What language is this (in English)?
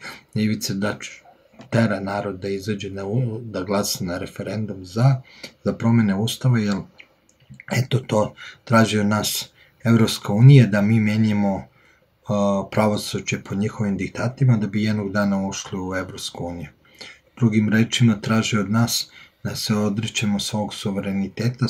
Serbian